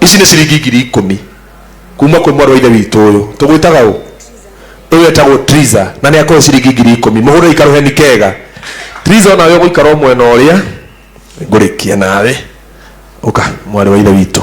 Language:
Kikuyu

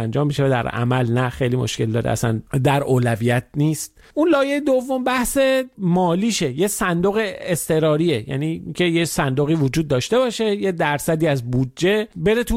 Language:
Persian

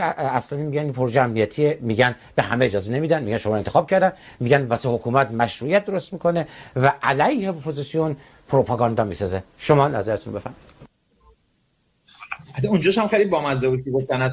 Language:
Persian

